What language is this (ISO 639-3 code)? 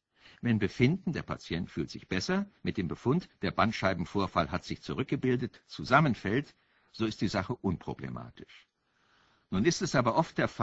deu